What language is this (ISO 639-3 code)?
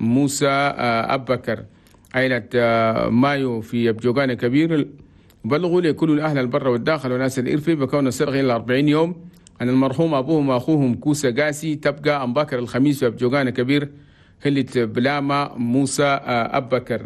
shu